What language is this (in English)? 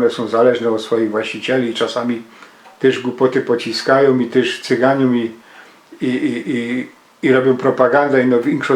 Silesian